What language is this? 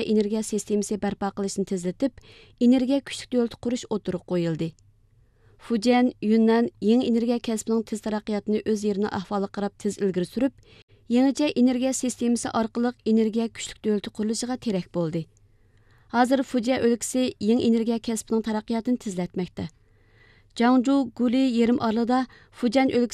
Uyghur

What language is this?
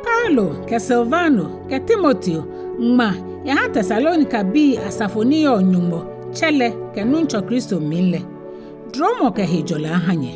Ga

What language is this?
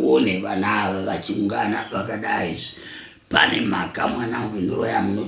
Shona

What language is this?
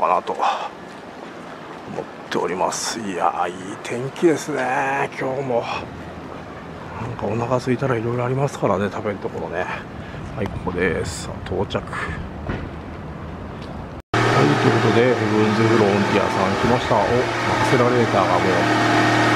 Japanese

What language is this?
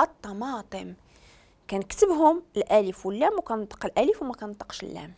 Moroccan Arabic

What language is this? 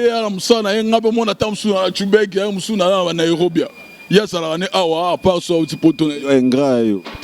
Lingala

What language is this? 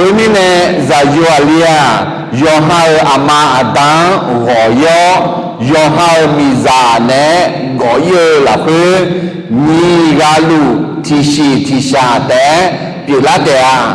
Akha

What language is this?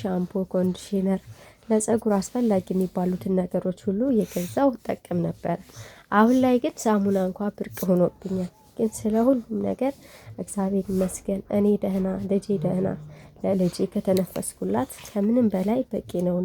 Amharic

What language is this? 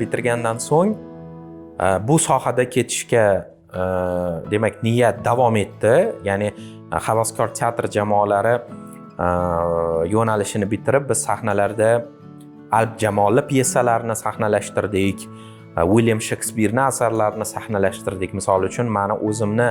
Uzbek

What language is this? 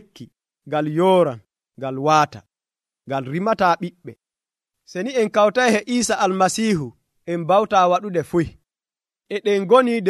Nigerian Fulfulde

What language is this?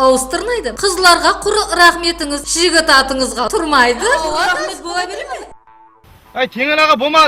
Kara-Kalpak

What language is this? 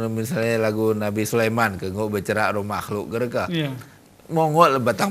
Gayo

